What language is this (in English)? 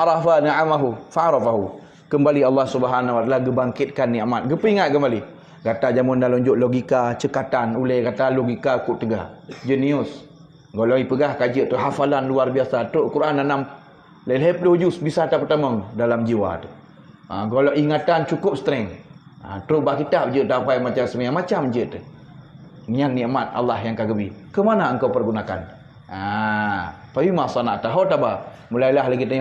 Achinese